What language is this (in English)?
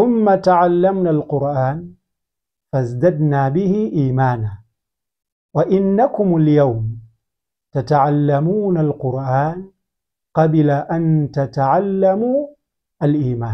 Nyanja